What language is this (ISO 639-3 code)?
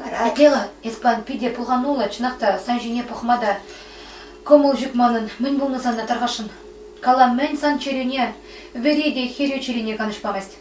chv